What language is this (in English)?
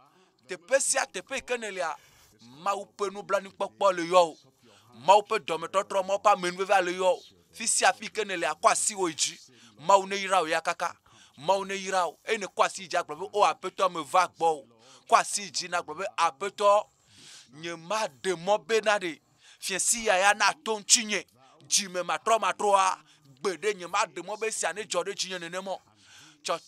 Ewe